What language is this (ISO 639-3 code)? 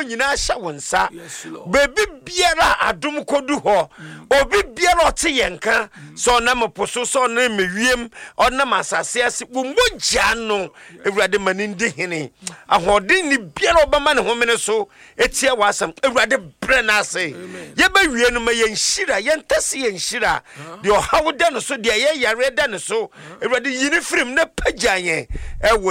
aka